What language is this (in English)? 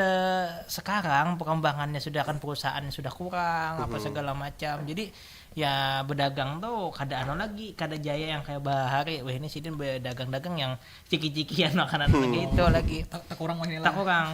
Banjar